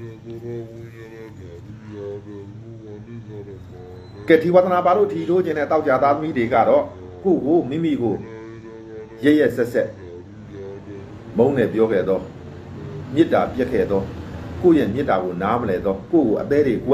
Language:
Burmese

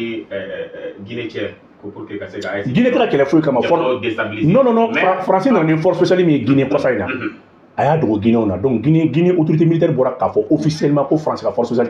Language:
Bambara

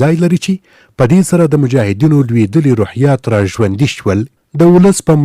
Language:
Pashto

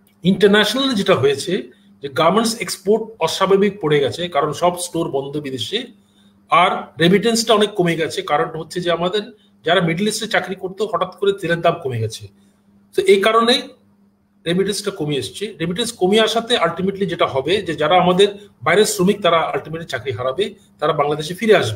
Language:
Bangla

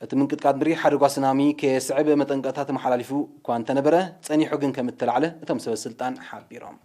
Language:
Tigrinya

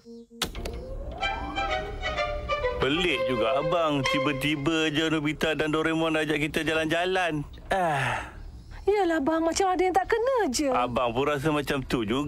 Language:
Malay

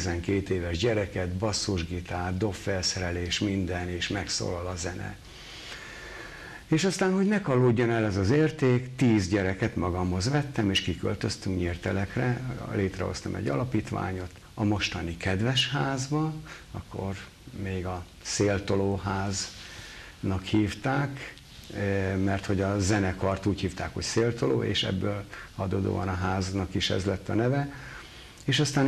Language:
Hungarian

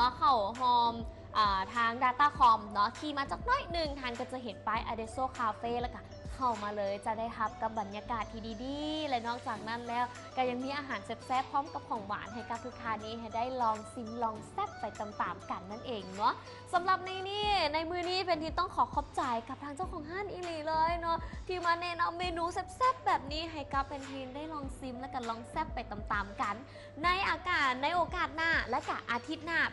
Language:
Lao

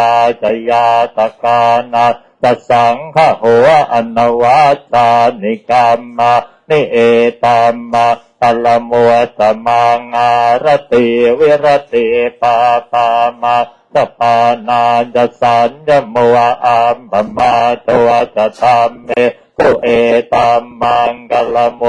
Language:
Pali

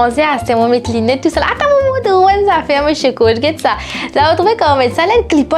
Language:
Morisyen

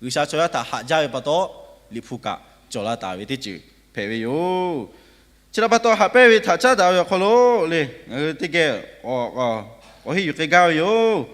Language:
Lahu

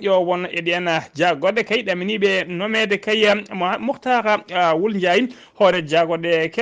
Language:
Fula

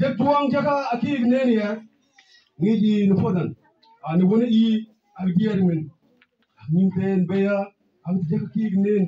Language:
Mabaan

